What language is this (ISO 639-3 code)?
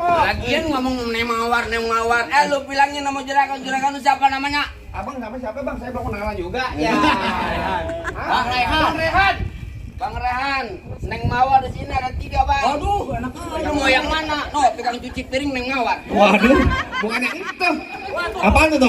bew